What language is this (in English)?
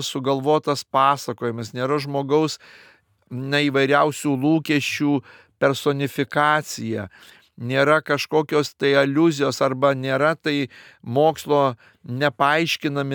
Lithuanian